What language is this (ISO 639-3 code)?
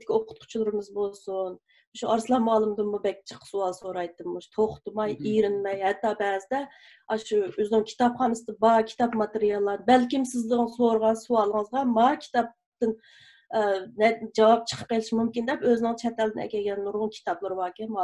uig